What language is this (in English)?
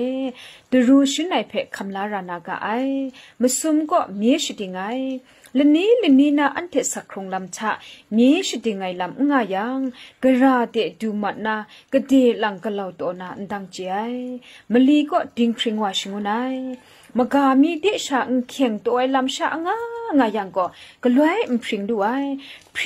Kachin